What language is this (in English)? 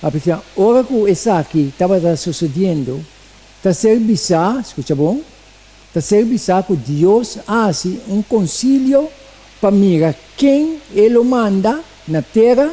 Papiamento